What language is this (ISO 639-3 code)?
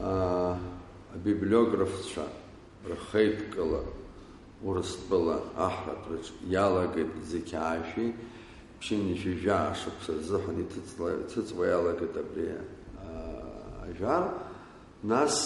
abk